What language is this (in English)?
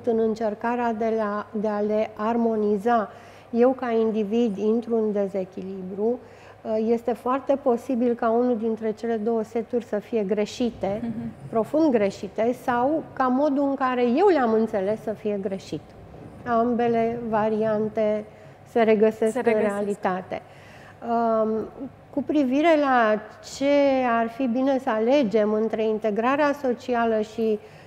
Romanian